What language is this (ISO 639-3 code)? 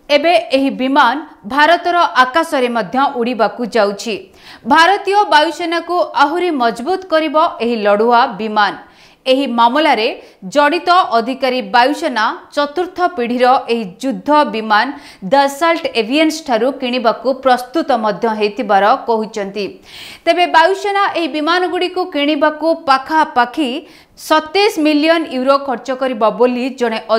ori